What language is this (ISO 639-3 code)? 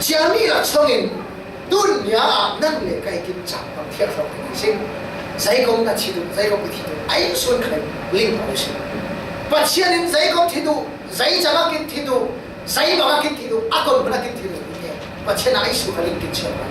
cfm